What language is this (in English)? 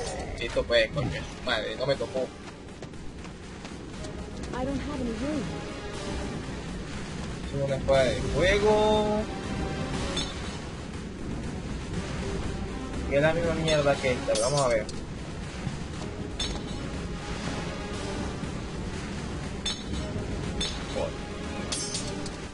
Spanish